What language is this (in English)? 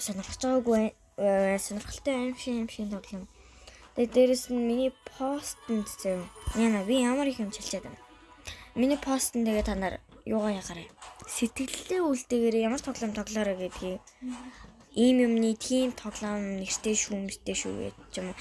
Mongolian